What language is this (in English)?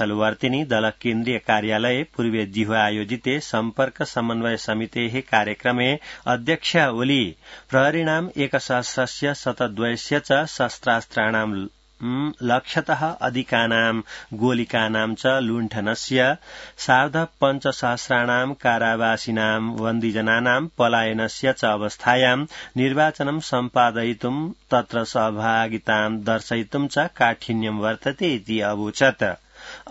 Sanskrit